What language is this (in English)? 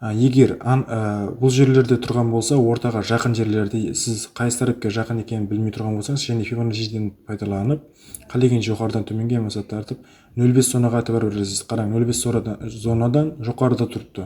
Kara-Kalpak